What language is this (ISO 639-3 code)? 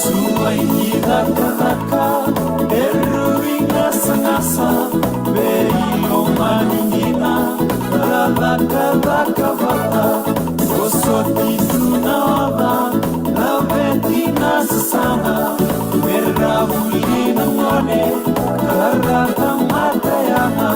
fij